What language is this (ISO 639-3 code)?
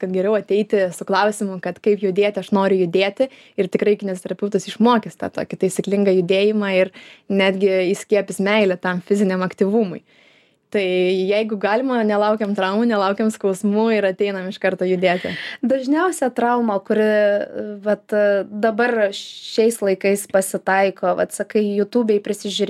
lit